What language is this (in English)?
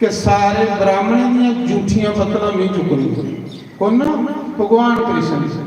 Dogri